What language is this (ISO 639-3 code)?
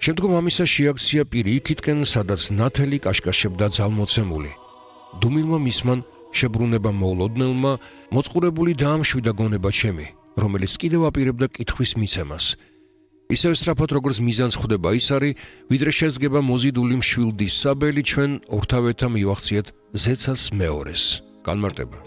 kat